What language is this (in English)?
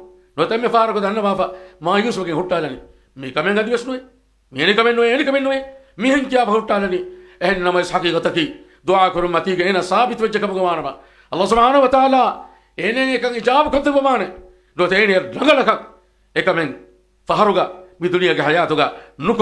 Divehi